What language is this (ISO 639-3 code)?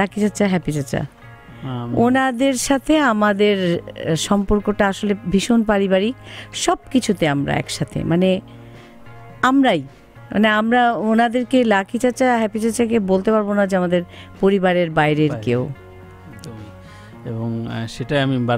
ben